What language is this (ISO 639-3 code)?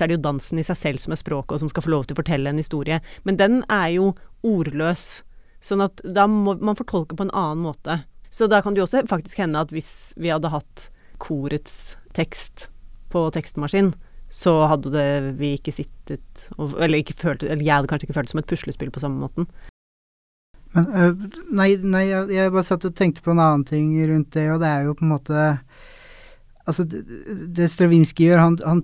nor